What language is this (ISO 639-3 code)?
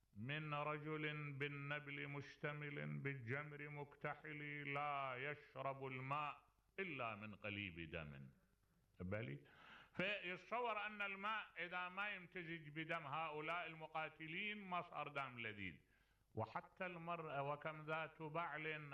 acm